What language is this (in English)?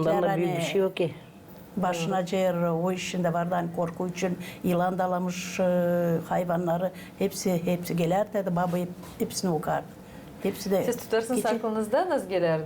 Gagauz